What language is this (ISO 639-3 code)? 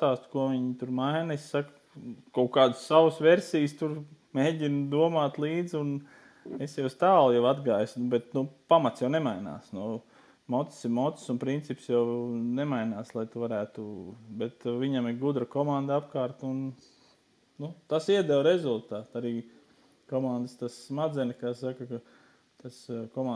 lav